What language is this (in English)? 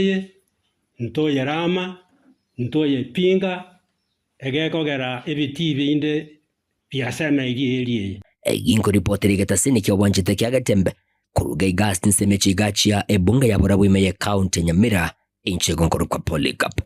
Gusii